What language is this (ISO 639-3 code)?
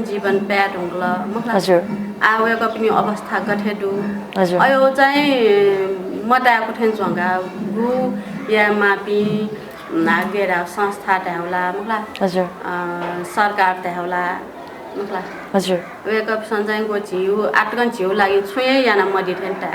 new